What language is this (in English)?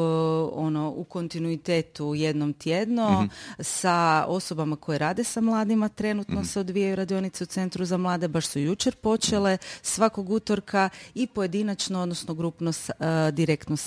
Croatian